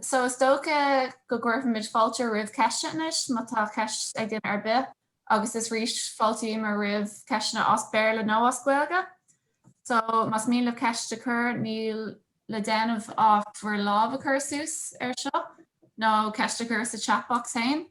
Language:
Irish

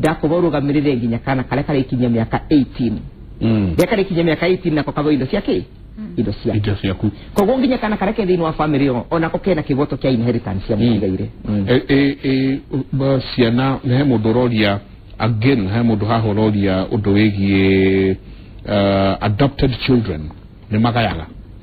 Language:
Kikuyu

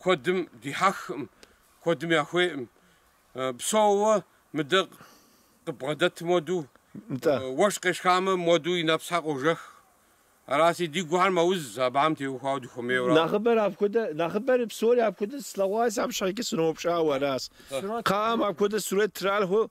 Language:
Kabardian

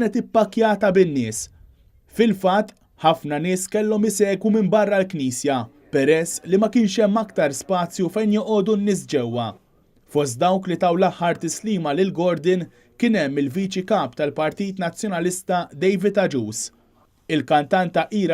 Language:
Maltese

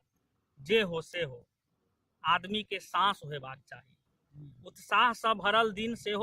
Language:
Maithili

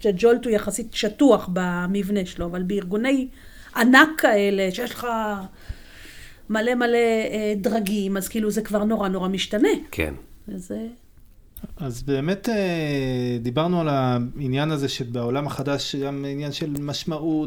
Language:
Hebrew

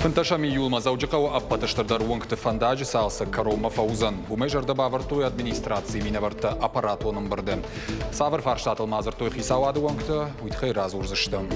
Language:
Ossetic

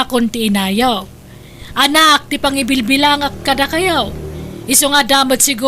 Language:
Iloko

